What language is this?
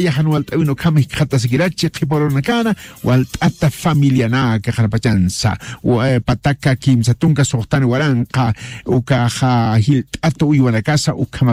Aymara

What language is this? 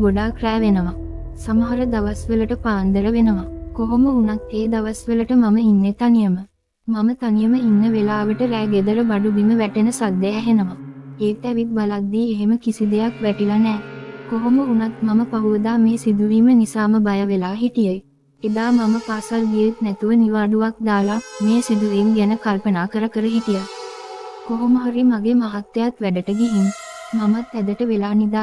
Sinhala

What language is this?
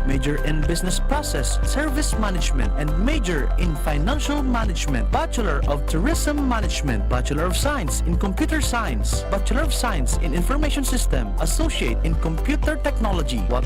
Bikol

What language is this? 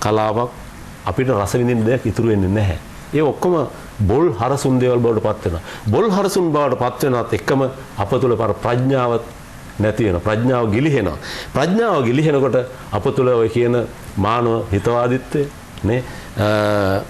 Sinhala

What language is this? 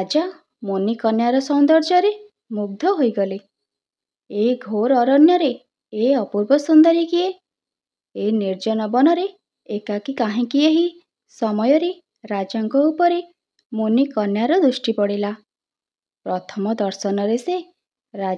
Odia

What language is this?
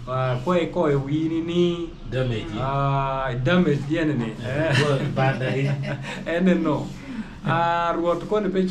Acoli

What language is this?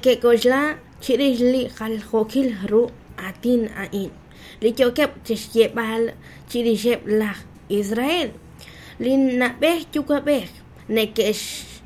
Kekchí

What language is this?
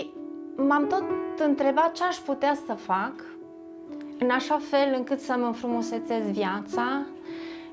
Romanian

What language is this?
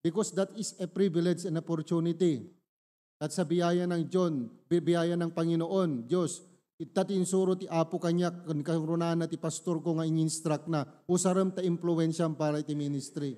Iloko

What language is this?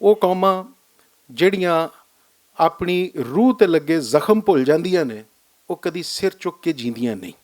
Western Panjabi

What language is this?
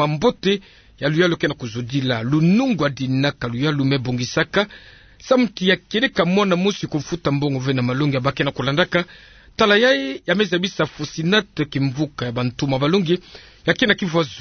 Kituba (Democratic Republic of Congo)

